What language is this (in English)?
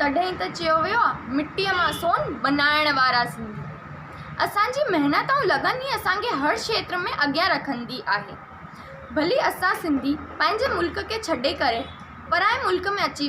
Sindhi